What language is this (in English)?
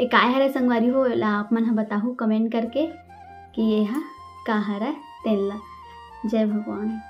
Chhattisgarhi